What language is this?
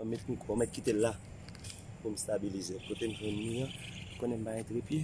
Haitian Creole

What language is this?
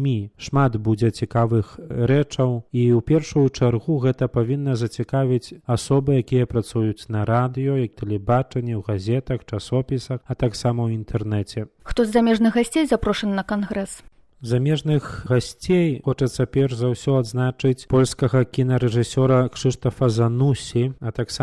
Belarusian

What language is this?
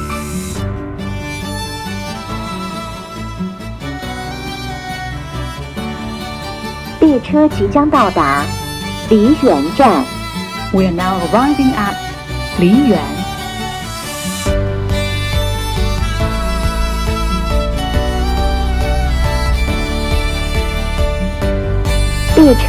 Chinese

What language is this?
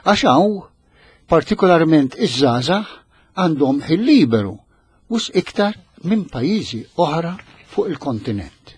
Maltese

